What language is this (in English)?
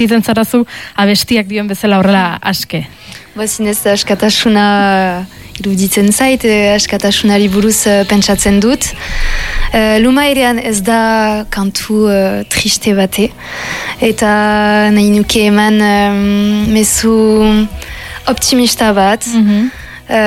Basque